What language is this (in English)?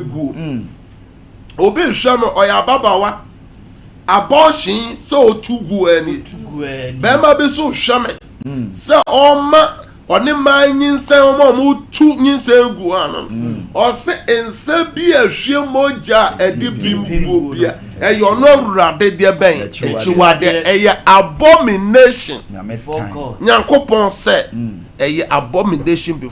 Akan